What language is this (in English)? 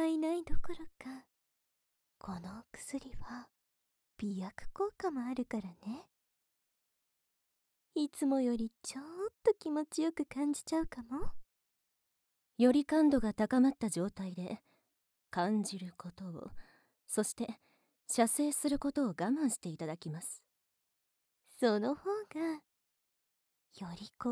Japanese